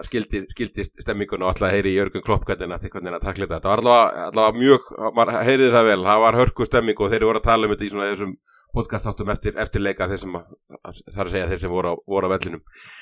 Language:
Icelandic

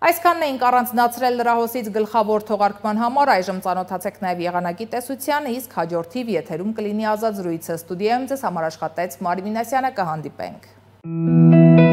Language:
Armenian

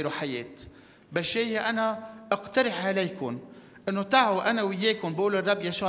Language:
North Levantine Arabic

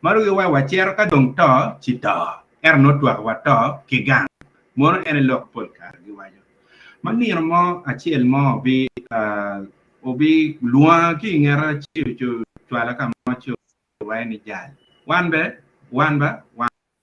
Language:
Acoli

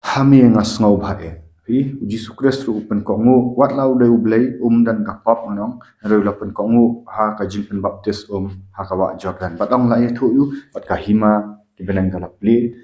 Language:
Khasi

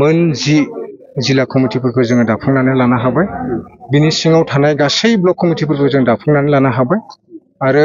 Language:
Bodo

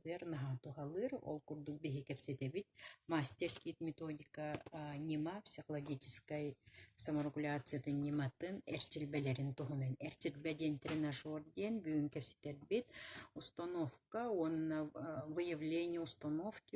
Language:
Yakut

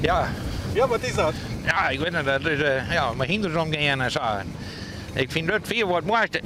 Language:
Western Frisian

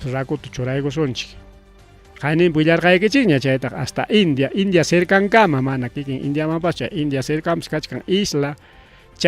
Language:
Ayacucho Quechua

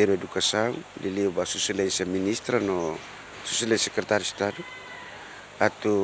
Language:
Tetum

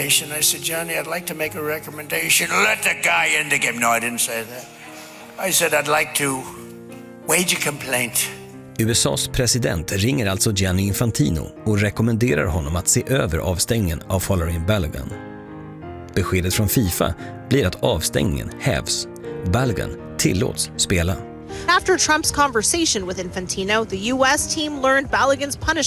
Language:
Swedish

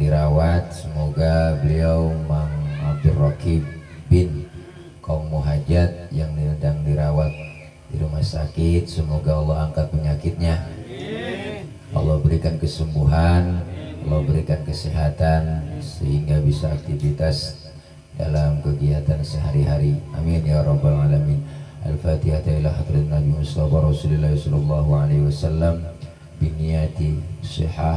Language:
Betawi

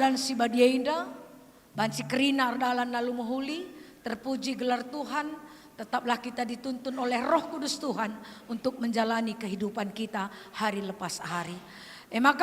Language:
Batak Karo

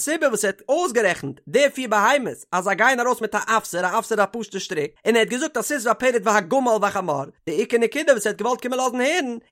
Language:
Yiddish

